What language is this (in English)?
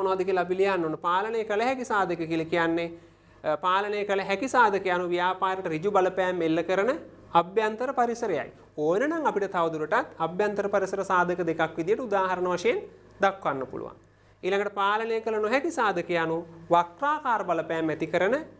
Sinhala